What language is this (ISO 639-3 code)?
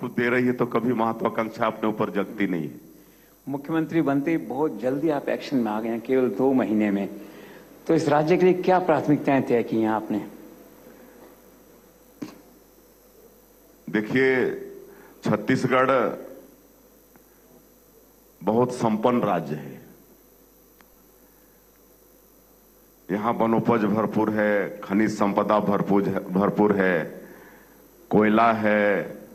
hin